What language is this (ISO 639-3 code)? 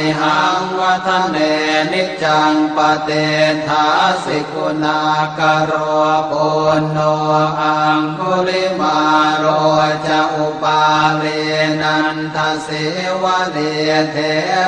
pli